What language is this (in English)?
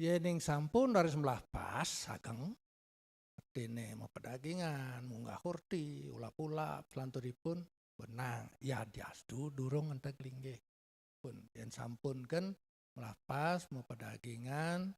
Balinese